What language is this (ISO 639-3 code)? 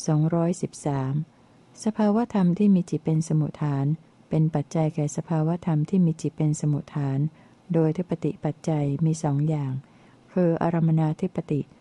tha